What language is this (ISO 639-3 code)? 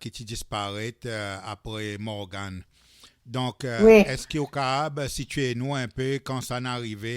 crs